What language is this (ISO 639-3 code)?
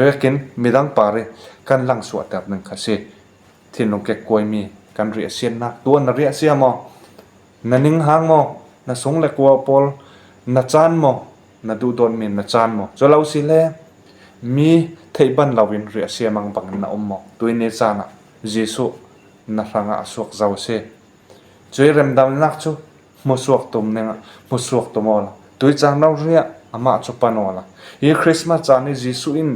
cfm